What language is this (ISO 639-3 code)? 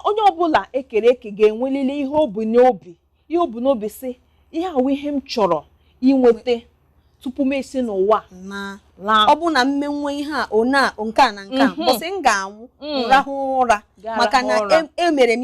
ibo